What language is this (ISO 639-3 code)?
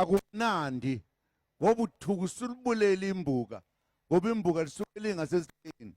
zul